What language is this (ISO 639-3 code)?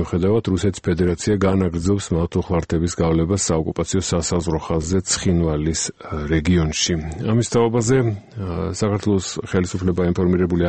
kat